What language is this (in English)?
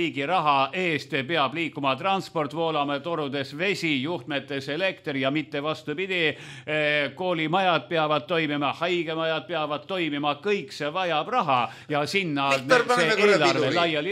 Estonian